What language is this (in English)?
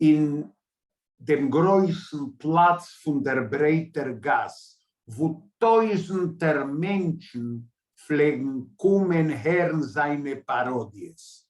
Yiddish